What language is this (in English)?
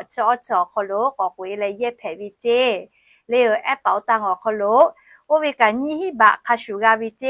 Lahu